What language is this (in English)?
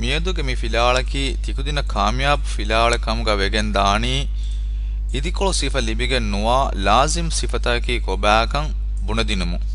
Divehi